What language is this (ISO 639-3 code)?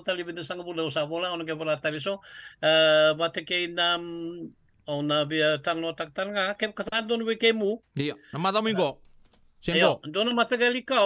fij